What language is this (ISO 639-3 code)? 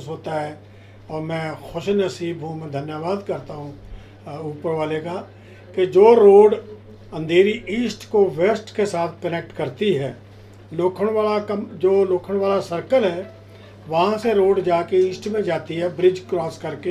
hin